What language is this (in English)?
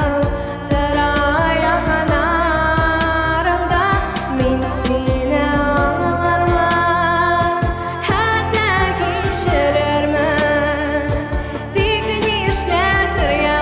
Tatar